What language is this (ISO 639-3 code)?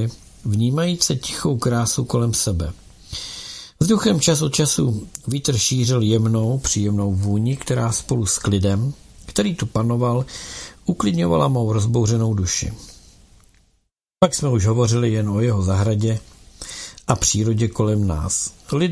ces